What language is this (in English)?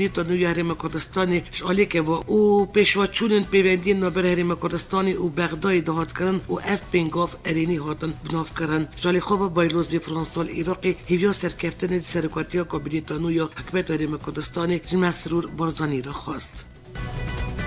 Kurdish